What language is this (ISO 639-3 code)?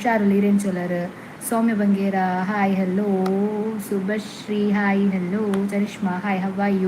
tcy